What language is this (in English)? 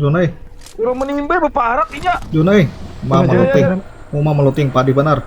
Banjar